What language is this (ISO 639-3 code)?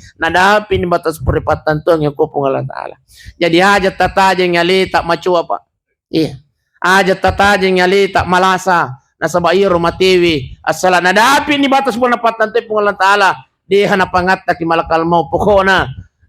bug